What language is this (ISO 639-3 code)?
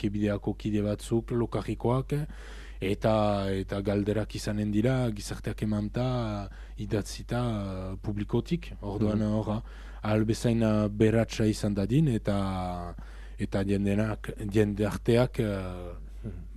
eus